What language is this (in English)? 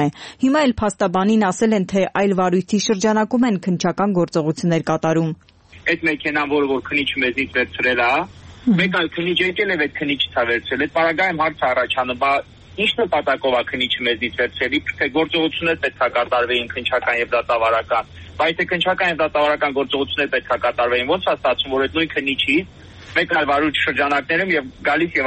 Armenian